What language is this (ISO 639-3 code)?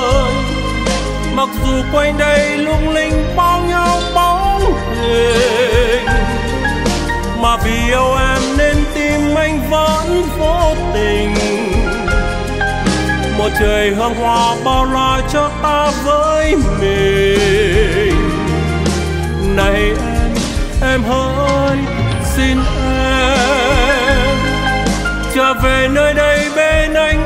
vie